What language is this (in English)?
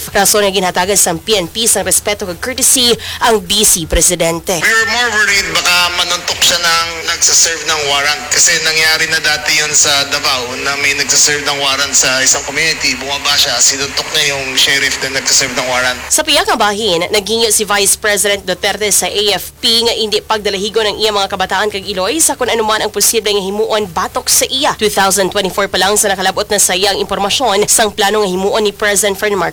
Hiligaynon